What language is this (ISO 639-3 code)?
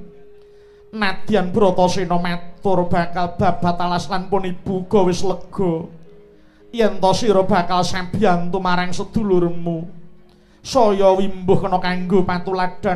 jav